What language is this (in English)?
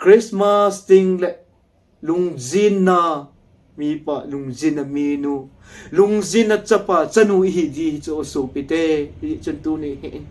Thado Chin